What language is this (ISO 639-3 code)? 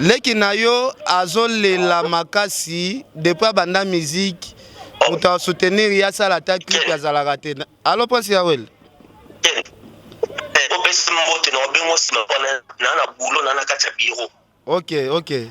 lin